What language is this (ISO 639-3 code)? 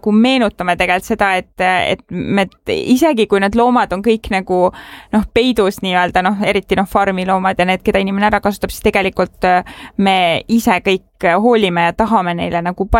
est